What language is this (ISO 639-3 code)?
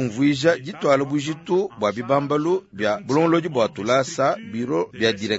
lua